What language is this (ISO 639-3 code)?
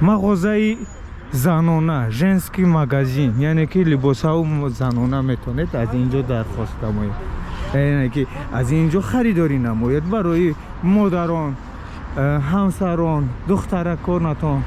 tgk